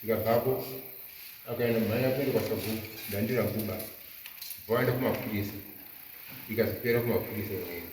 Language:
Shona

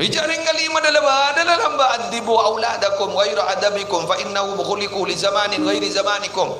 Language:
Madurese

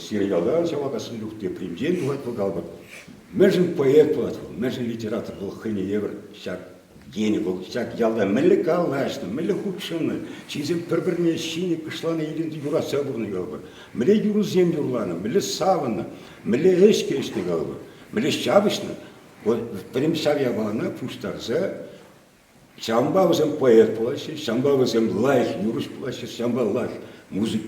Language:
Chuvash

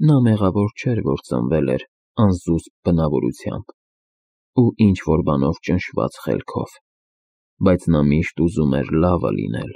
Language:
Armenian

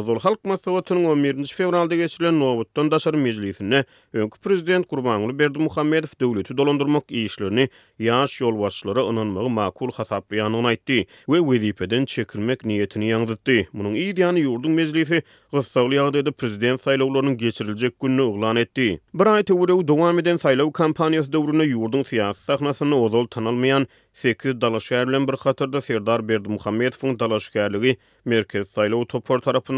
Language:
Turkmen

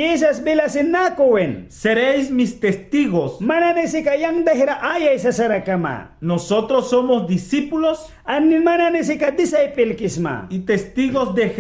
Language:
Mískito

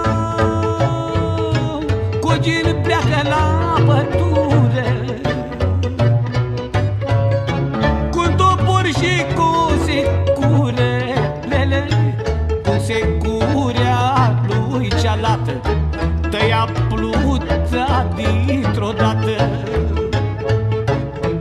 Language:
Romanian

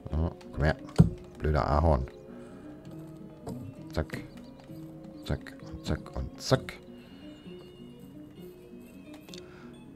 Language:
German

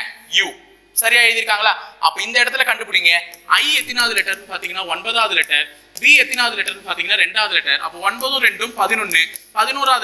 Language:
Tamil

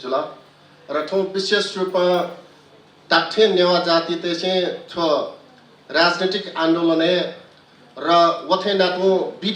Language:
Newari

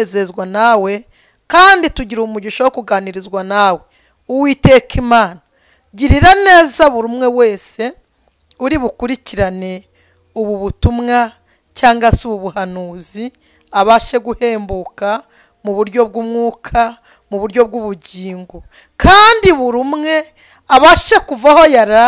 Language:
Kinyarwanda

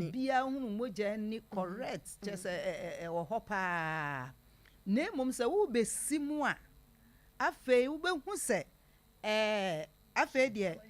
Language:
Akan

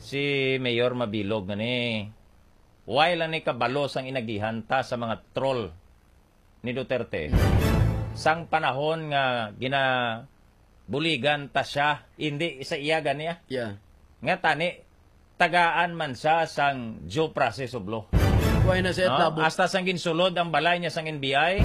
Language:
Hiligaynon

